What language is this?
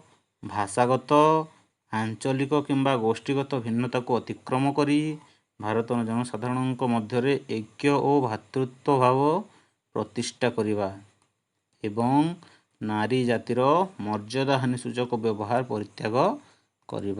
Odia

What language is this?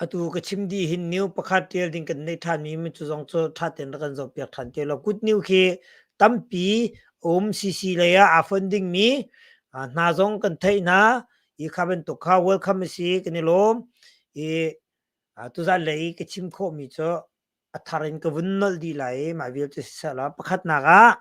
Hakha Chin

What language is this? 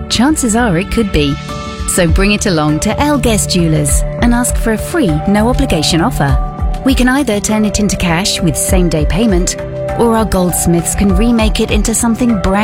English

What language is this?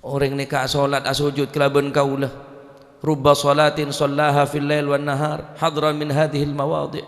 Madurese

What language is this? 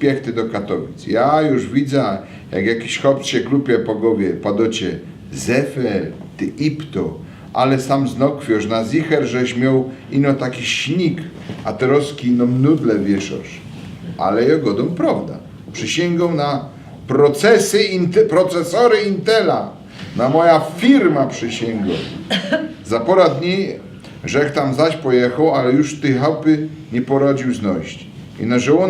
Silesian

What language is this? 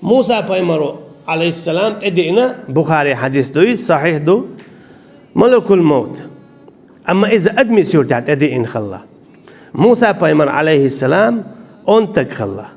Chechen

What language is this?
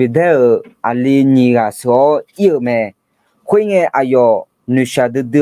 Akha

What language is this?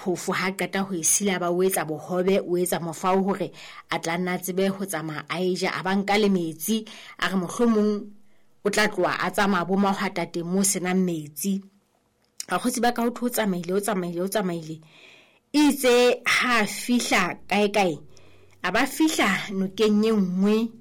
Southern Sotho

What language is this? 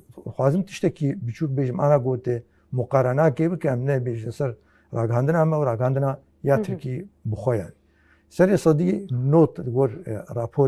Kurdish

